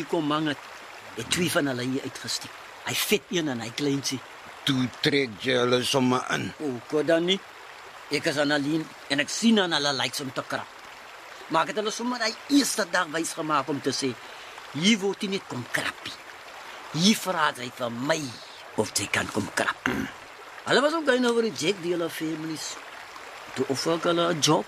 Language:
Afrikaans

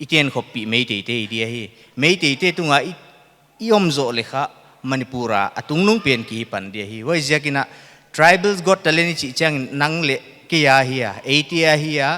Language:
Paite Chin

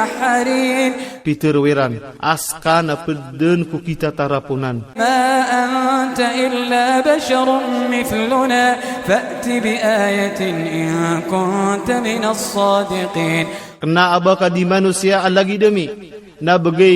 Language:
Iranun (Philippines)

